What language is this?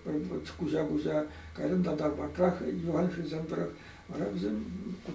Chuvash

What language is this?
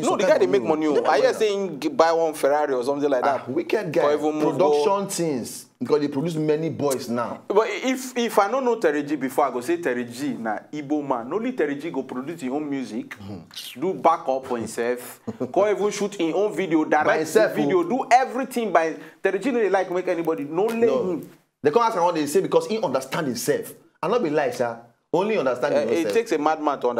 Nigerian Pidgin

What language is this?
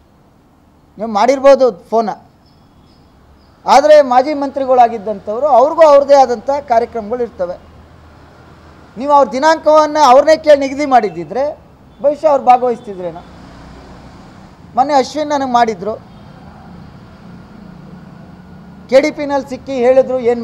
Kannada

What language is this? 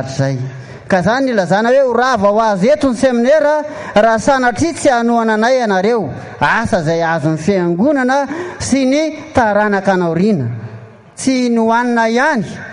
Malagasy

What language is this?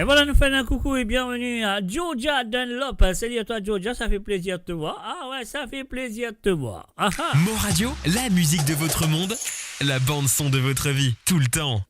Morisyen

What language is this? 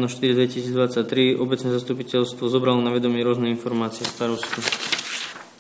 Slovak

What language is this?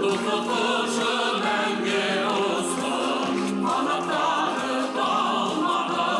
Bashkir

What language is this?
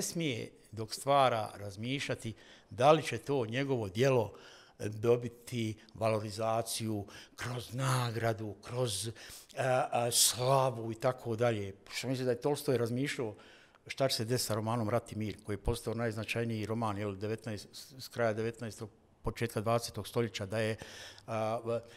Bosnian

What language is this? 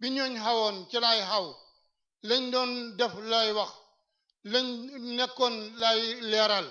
Wolof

